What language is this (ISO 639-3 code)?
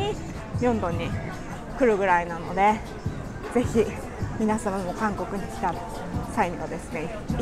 jpn